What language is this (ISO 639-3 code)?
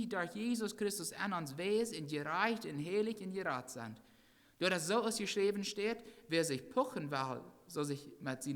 pdt